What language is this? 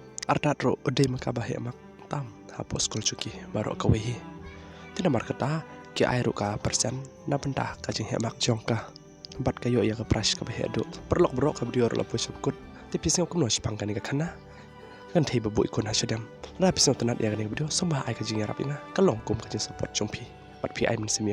Khasi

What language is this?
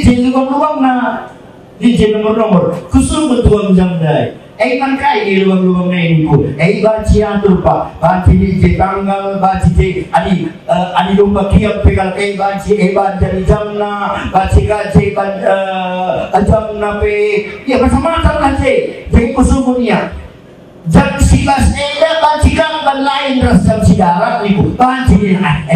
Batak Karo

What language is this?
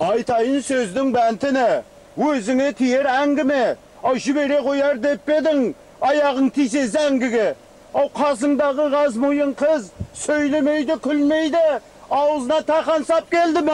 Kara-Kalpak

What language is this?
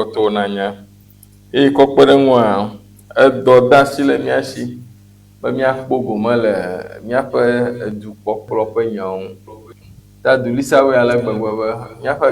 Ewe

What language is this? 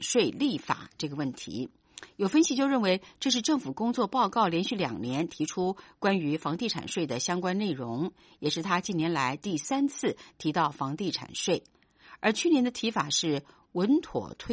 Chinese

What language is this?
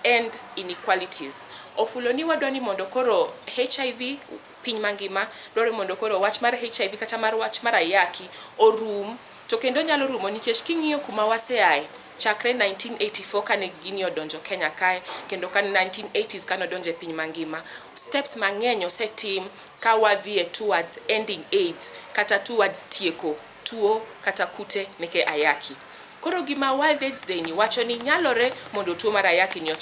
Luo (Kenya and Tanzania)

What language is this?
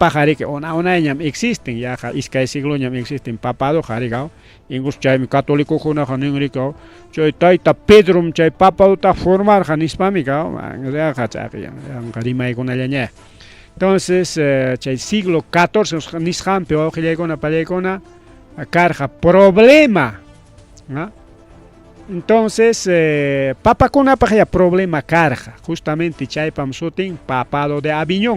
Ayacucho Quechua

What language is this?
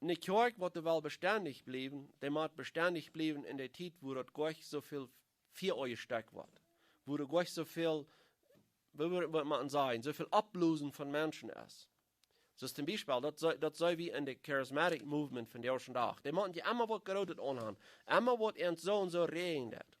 Plautdietsch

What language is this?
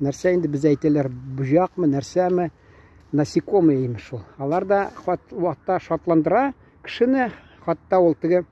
Tatar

